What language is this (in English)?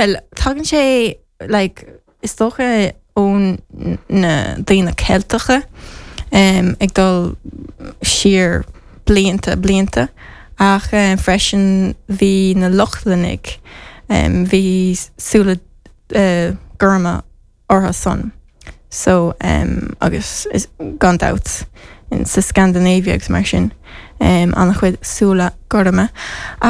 Irish